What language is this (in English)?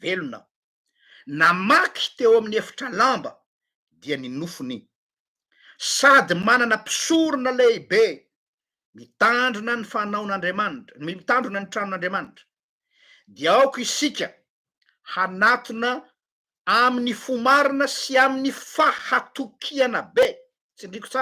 Malagasy